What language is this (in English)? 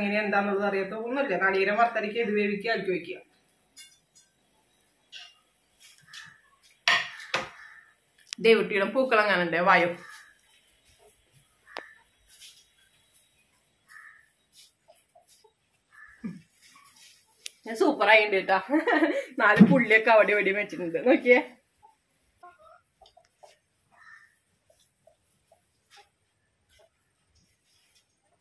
Malayalam